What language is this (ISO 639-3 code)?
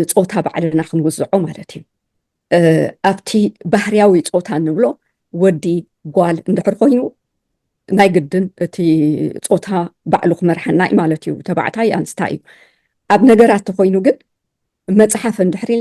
tir